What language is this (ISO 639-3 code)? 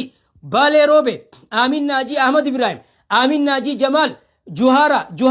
orm